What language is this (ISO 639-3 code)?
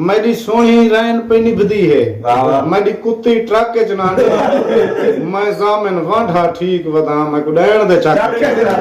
skr